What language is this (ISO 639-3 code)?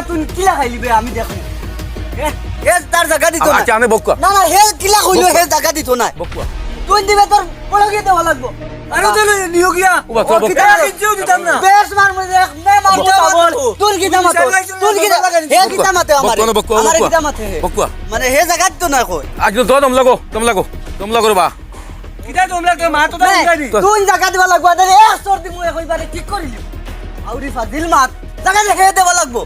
syl